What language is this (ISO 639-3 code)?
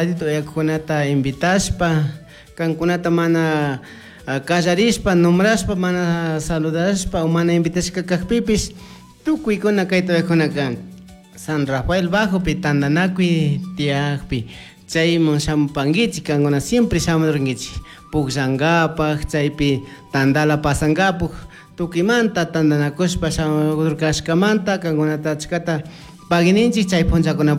qug